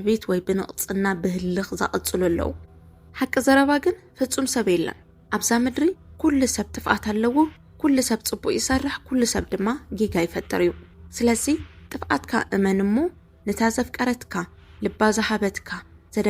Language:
Tigrinya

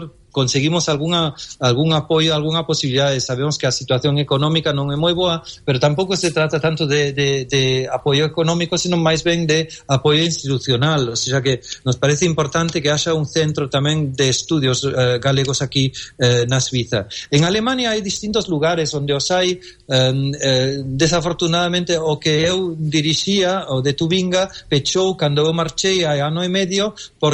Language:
Galician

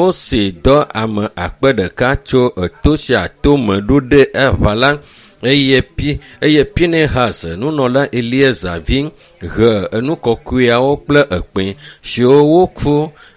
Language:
Ewe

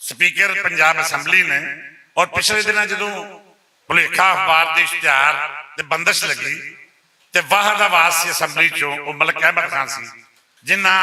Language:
Western Panjabi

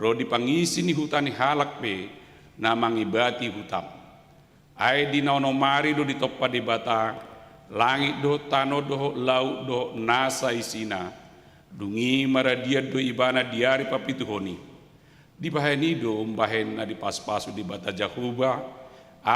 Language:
Batak Toba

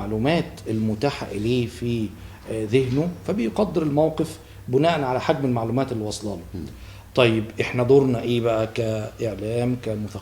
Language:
Egyptian Arabic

